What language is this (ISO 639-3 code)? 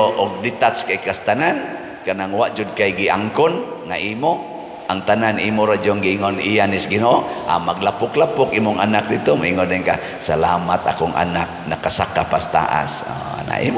ceb